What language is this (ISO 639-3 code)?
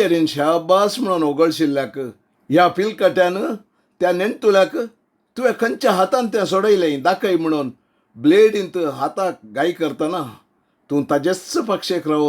kok